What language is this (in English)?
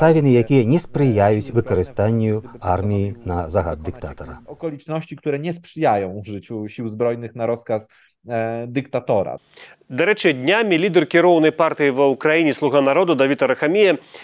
Belarusian